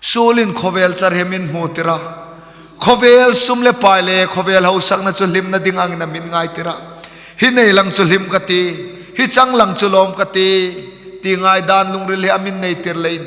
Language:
Hmar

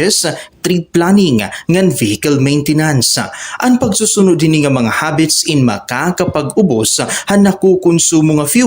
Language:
Waray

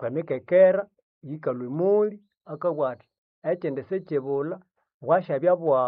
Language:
Nande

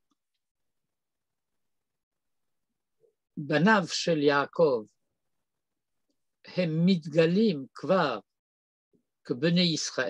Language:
Hebrew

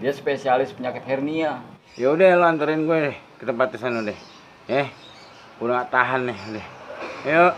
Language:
Betawi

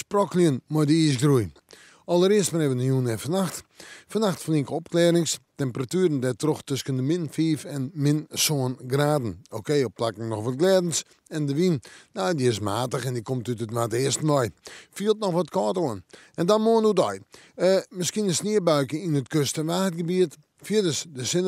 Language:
Western Frisian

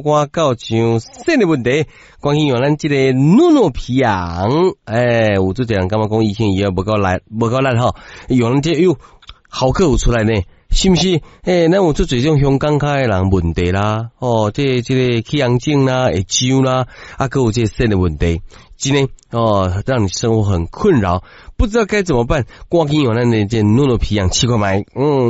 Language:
Min Nan Chinese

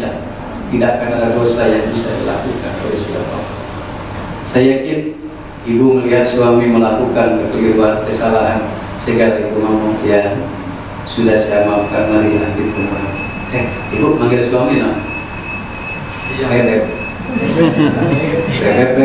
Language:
Indonesian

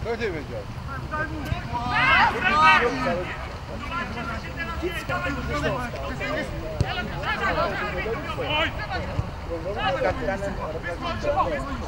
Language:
Polish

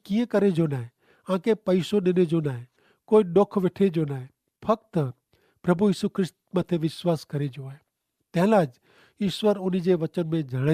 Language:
Kachhi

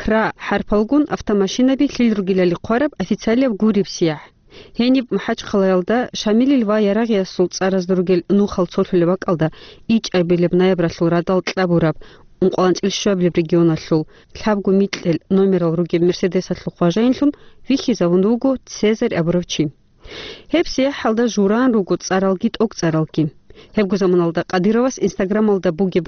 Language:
Avaric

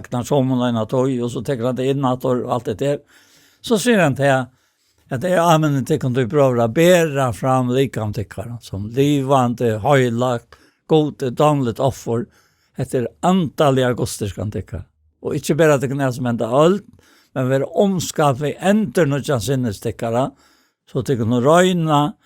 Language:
Faroese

